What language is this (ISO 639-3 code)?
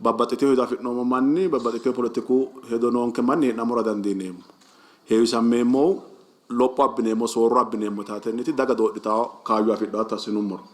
sid